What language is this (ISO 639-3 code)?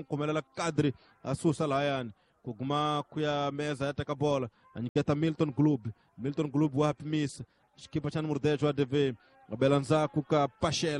tso